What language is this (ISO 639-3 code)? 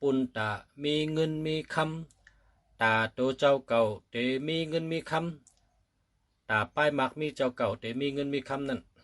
shn